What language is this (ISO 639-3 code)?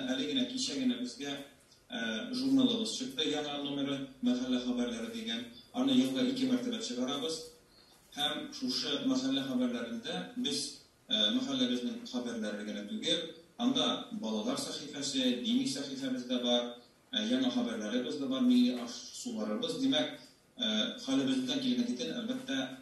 tat